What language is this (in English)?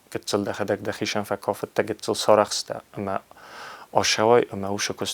Ossetic